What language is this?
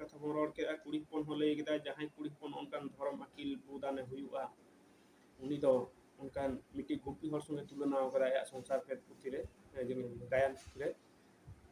Santali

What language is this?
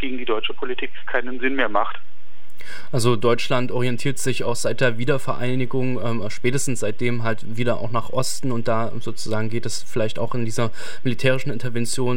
German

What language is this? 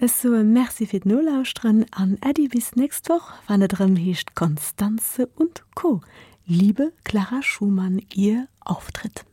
Luxembourgish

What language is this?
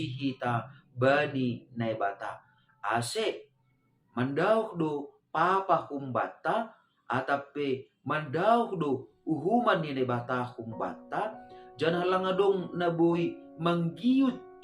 Batak Simalungun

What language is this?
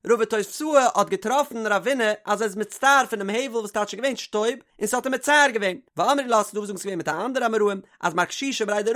Yiddish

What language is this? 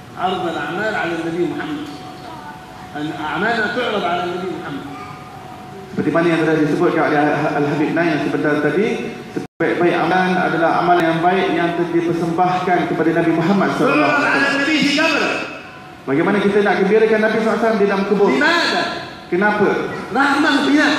Malay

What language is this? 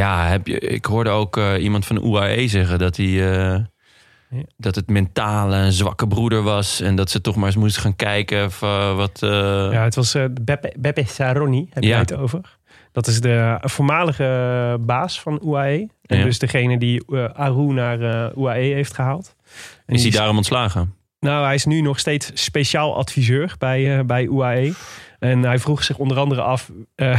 Dutch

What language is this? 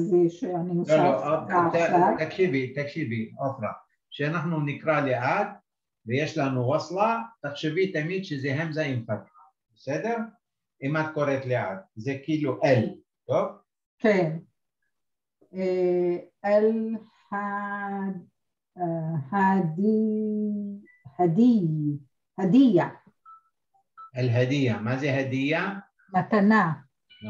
Hebrew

